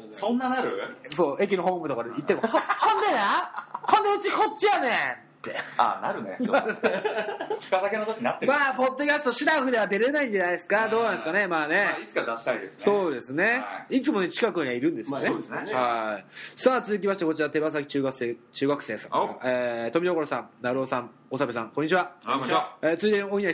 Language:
Japanese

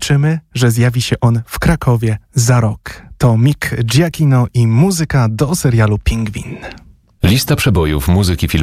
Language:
Polish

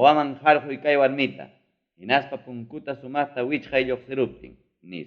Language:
Ayacucho Quechua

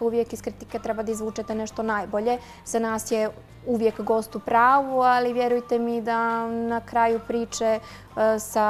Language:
Bosnian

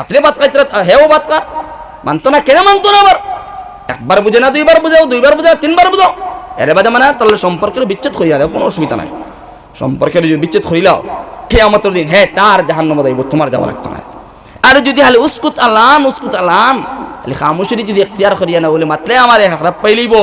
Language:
Sylheti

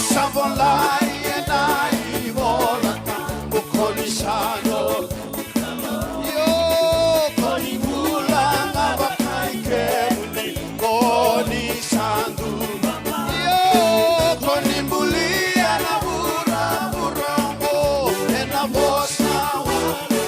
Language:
Fijian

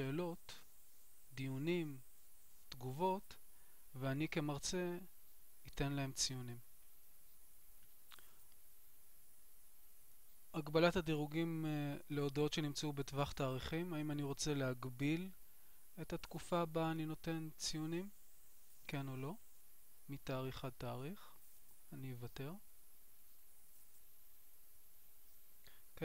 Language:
Hebrew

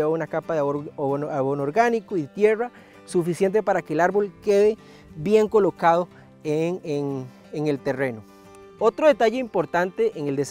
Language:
Spanish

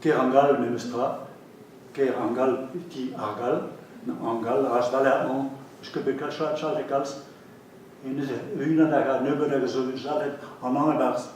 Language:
Breton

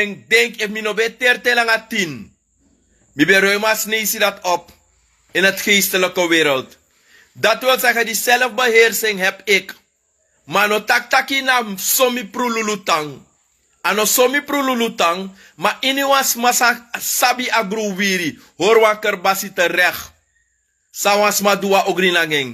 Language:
Sranan Tongo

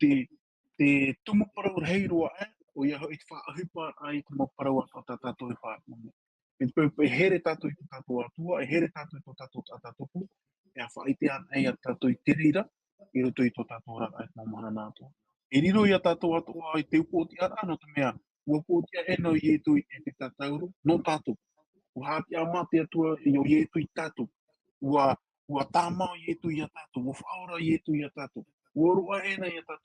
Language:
Tahitian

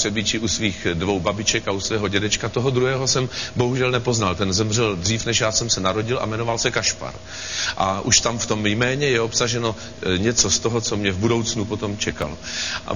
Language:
Czech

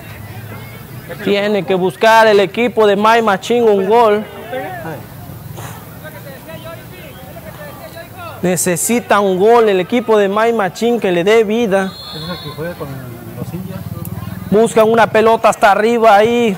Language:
Spanish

